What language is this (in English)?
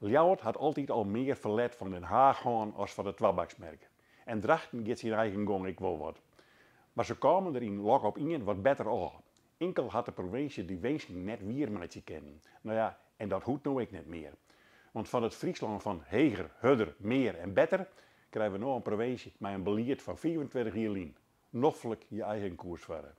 Western Frisian